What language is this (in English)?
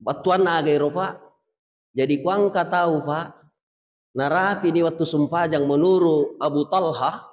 Buginese